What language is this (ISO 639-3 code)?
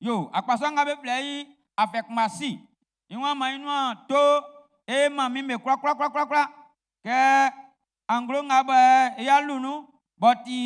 bci